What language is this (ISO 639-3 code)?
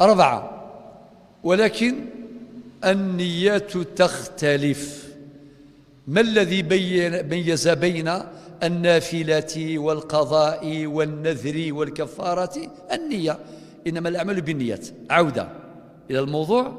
kab